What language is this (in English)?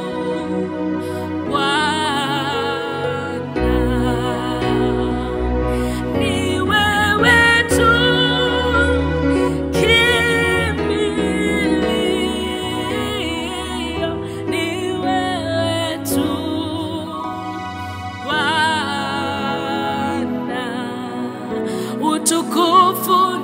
Swahili